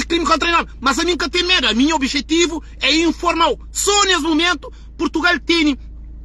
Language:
Kabuverdianu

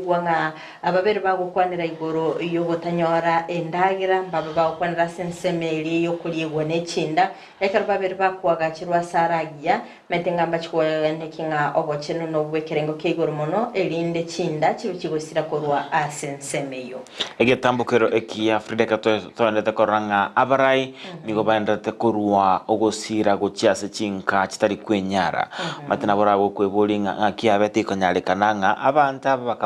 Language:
Gusii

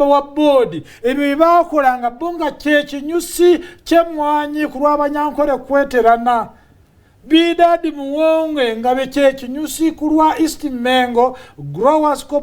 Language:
Ganda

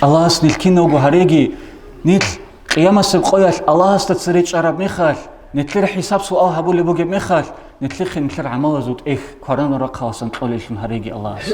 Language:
Avaric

